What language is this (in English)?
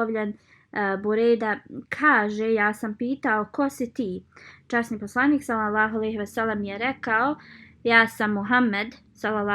Bosnian